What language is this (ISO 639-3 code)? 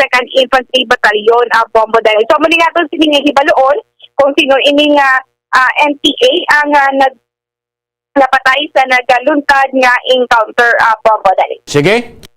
hil